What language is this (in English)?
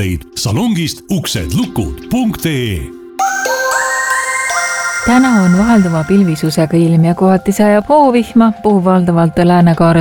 Estonian